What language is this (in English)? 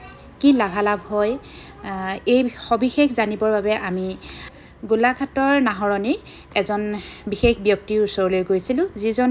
Assamese